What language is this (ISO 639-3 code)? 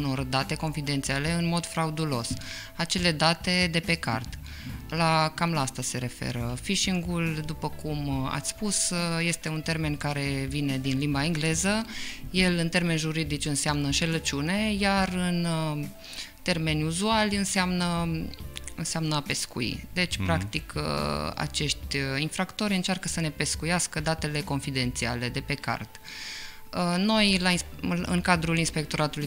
ron